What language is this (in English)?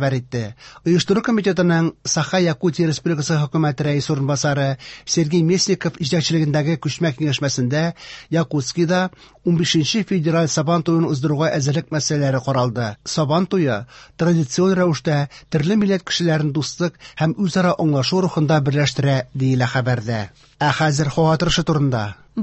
Tatar